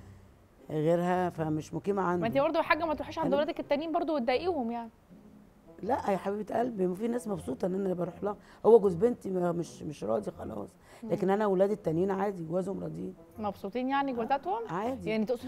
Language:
Egyptian Arabic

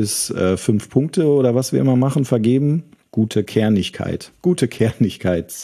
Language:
German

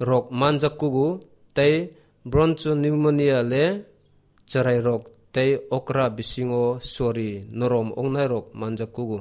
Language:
Kok Borok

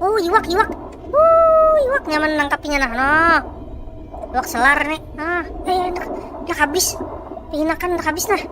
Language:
Banjar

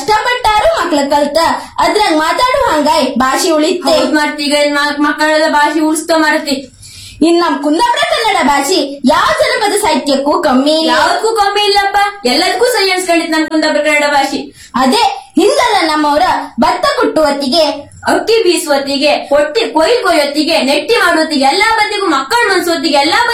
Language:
Kannada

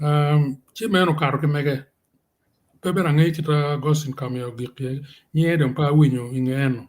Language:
Acoli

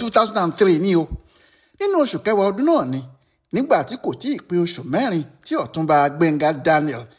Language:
Yoruba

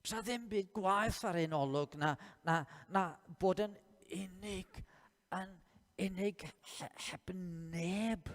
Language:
Welsh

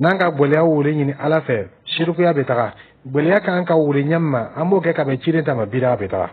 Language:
Dyula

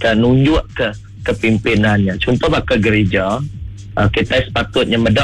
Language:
Iban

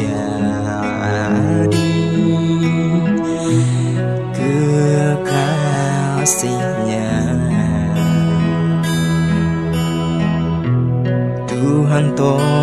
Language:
Indonesian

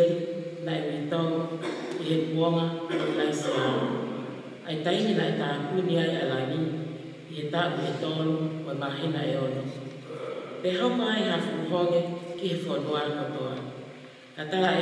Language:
Tongan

